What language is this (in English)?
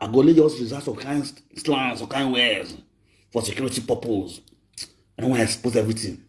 Nigerian Pidgin